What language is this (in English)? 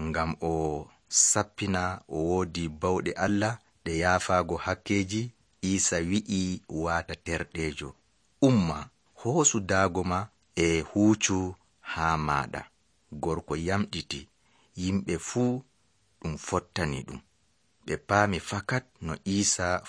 Nigerian Fulfulde